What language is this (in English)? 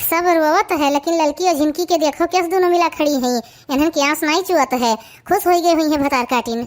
Awadhi